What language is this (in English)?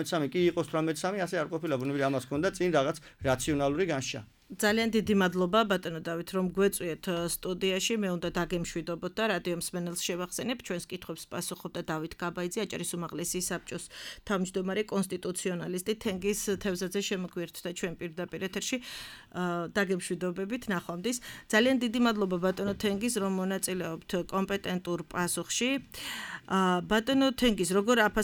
Georgian